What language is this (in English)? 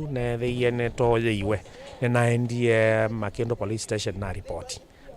Kamba